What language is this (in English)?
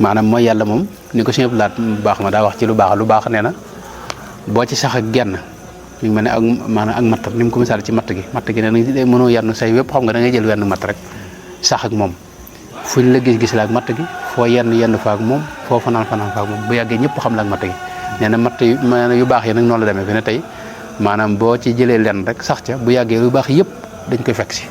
Wolof